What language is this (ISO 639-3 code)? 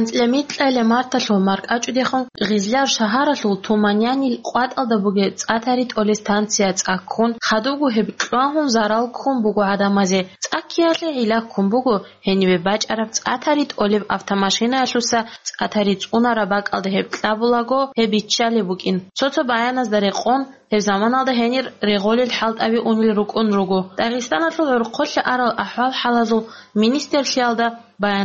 ava